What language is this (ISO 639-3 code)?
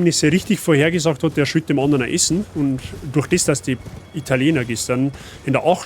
bar